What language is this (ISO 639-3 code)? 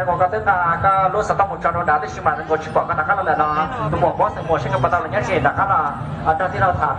hmn